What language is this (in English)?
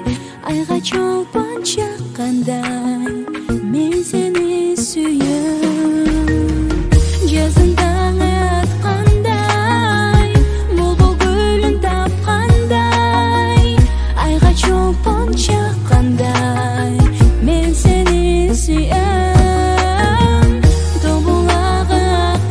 Kazakh